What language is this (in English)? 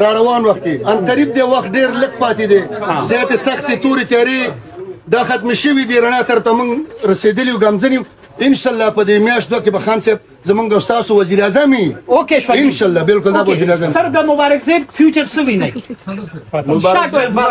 Pashto